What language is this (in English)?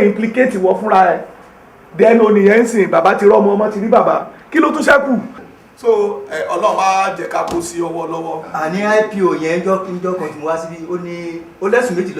Yoruba